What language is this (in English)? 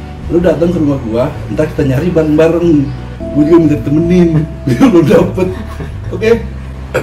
Betawi